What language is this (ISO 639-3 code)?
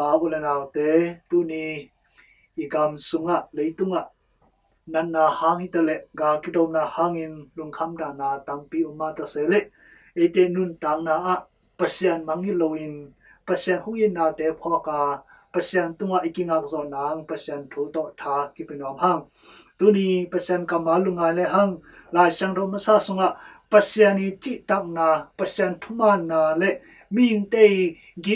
ctd